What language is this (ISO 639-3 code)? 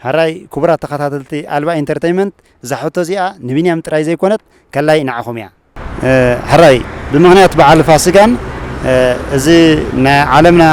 tir